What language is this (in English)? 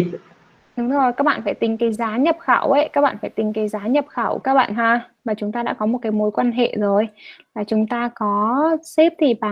Vietnamese